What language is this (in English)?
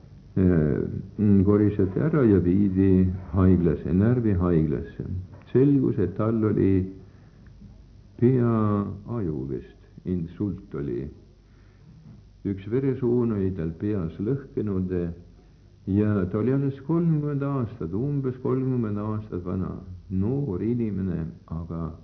Estonian